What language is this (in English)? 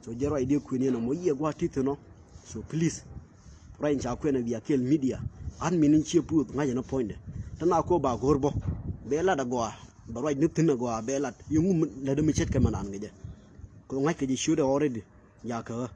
Nuer